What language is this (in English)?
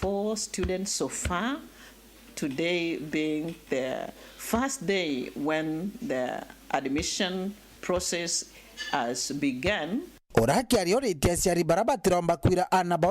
Meru